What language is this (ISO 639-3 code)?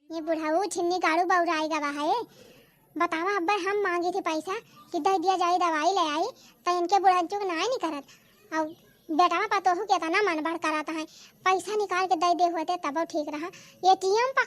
awa